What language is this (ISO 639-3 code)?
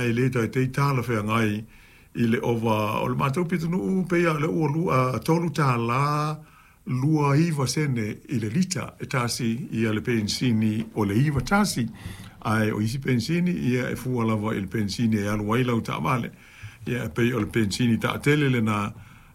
smo